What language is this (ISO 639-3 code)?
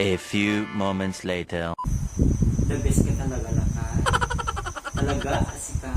ilo